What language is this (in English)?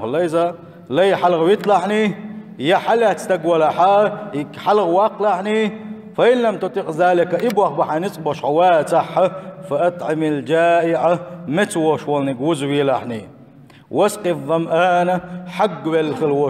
Chechen